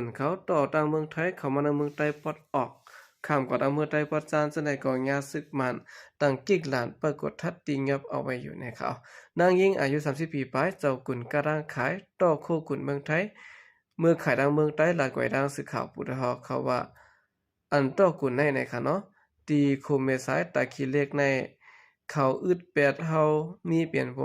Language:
Shan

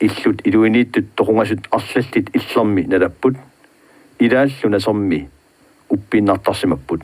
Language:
Kalaallisut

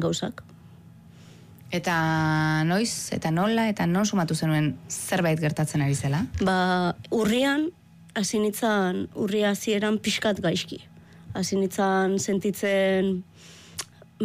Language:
Basque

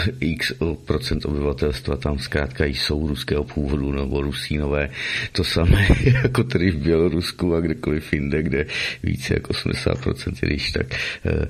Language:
Czech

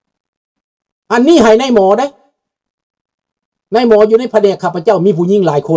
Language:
Lao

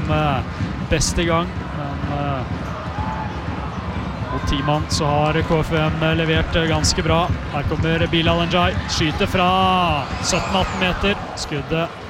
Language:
Norwegian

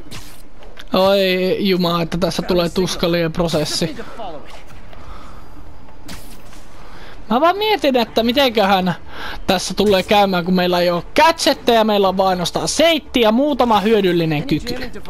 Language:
Finnish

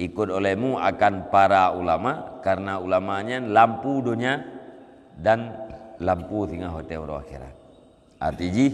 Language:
Achinese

